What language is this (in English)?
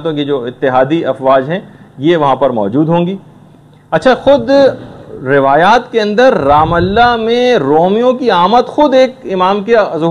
Urdu